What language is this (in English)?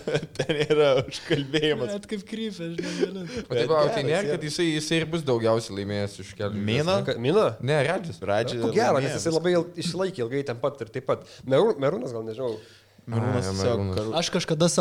Lithuanian